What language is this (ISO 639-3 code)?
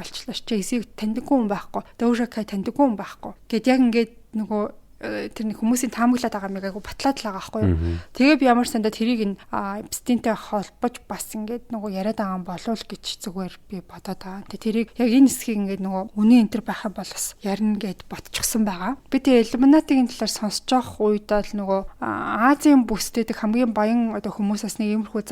mon